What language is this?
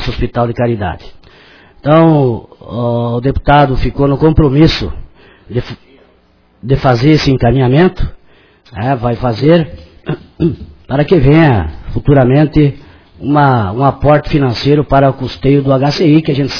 Portuguese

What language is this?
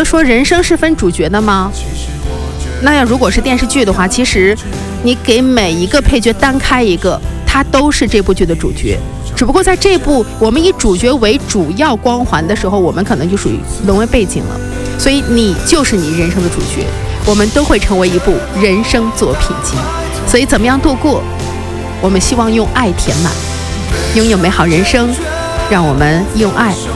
Chinese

